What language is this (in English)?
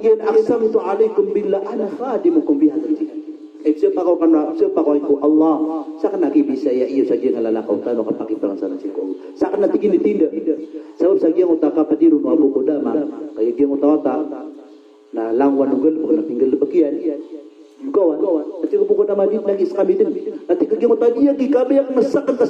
Maranao